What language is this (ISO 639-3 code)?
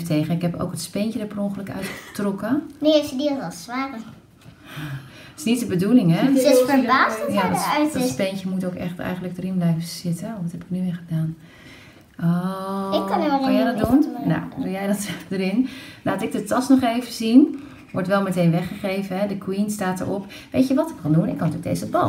nld